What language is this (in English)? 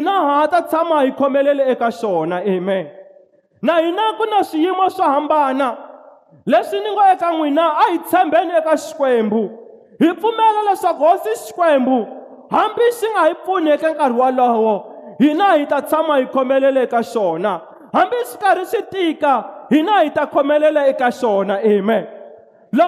Tsonga